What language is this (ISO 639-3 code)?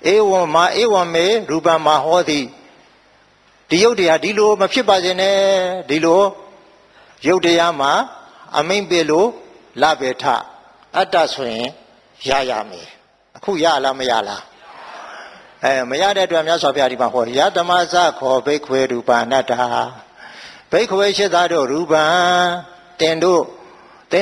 mya